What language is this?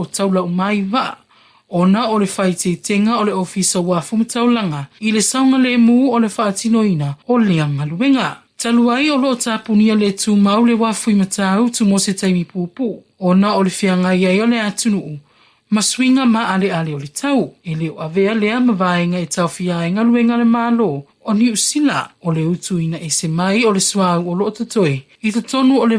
Samoan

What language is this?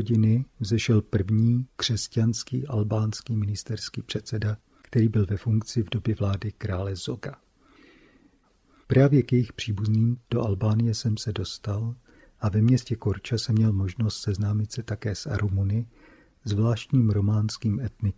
Czech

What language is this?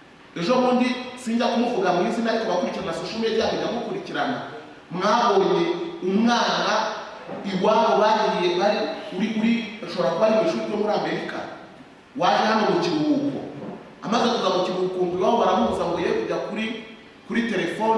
Kinyarwanda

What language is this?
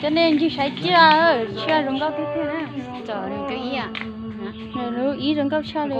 Hmong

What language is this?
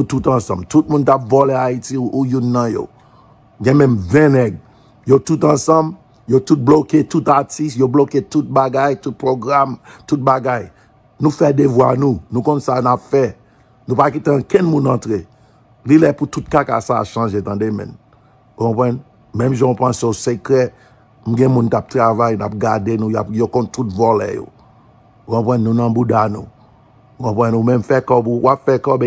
Haitian Creole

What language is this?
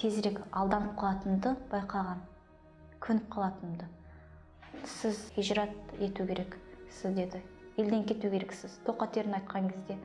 Kazakh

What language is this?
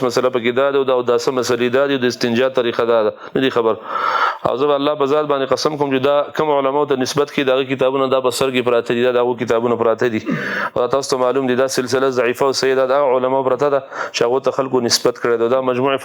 Pashto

